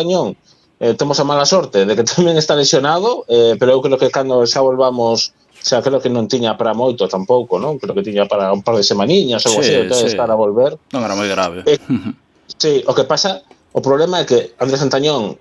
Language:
Galician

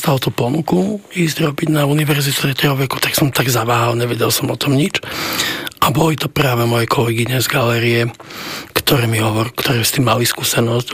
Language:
Slovak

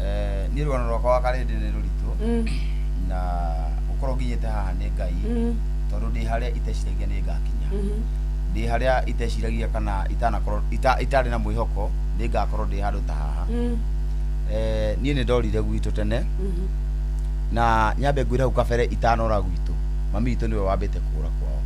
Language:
Kikuyu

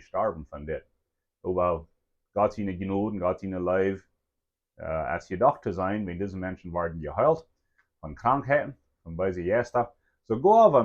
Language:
Plautdietsch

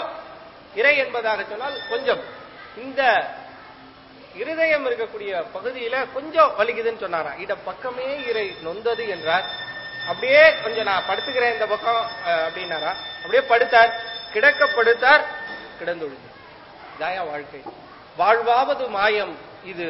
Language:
Tamil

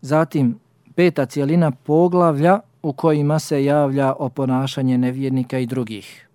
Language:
Bosnian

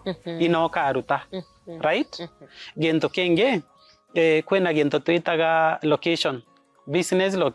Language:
Meru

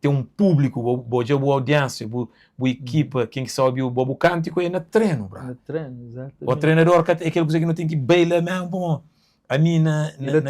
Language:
Kabuverdianu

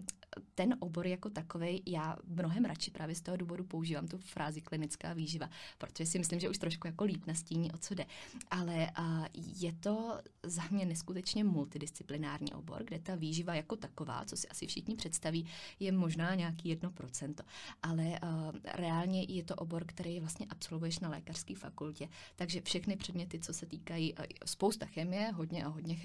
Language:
Czech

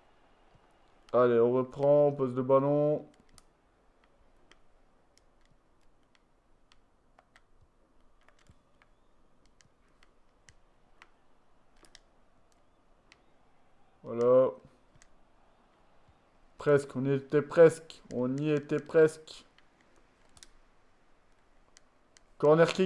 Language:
French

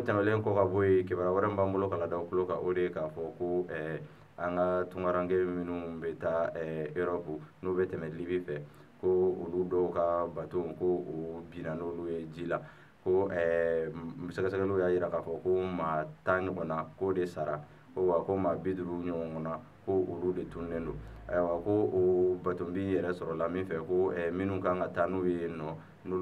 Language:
Bambara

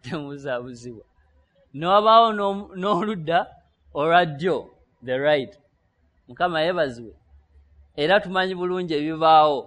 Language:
Ganda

